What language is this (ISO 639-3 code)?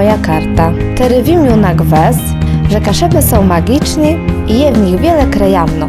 csb